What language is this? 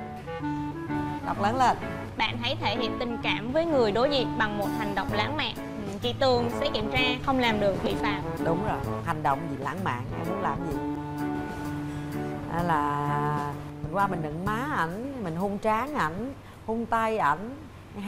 Vietnamese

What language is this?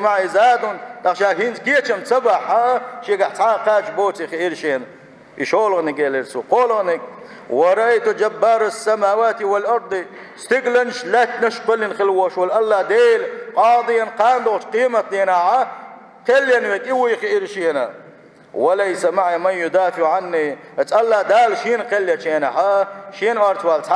Chechen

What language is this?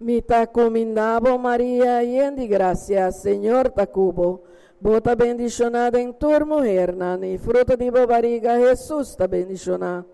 Papiamento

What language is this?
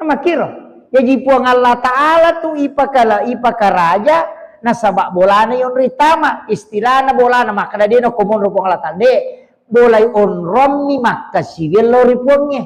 Buginese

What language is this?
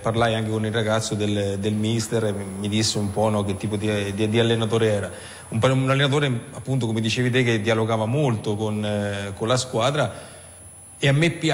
Italian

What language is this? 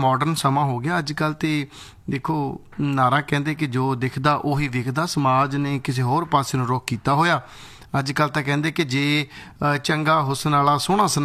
Punjabi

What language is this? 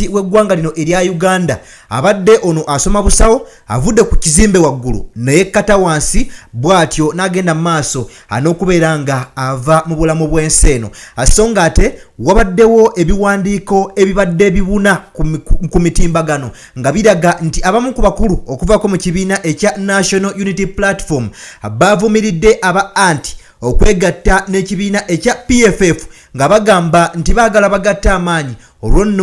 Ganda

